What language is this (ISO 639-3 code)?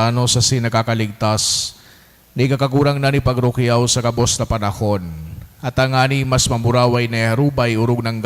bik